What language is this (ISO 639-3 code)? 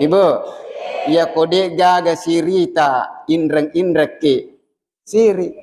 bug